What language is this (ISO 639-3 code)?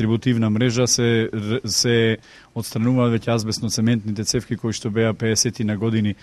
mkd